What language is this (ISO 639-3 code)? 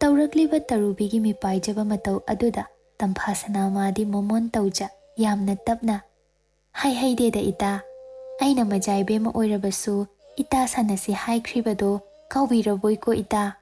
mni